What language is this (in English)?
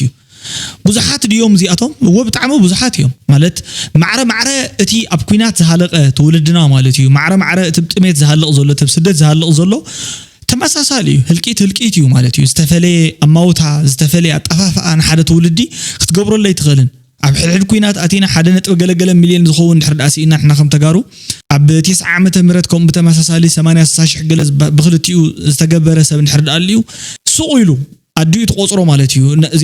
Tigrinya